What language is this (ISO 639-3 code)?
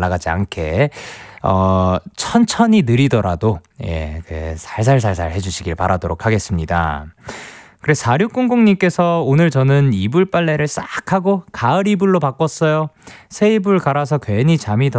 kor